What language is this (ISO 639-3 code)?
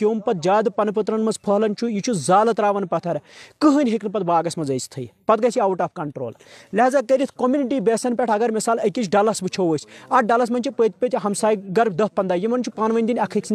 kas